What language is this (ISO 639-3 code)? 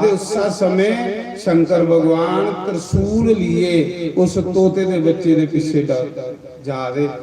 doi